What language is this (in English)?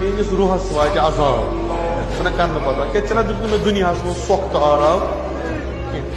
Kashmiri